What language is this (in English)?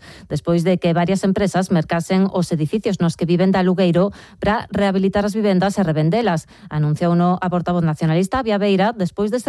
Galician